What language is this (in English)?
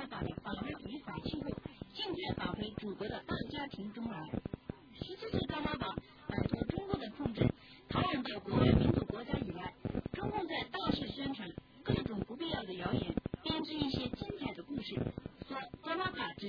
Chinese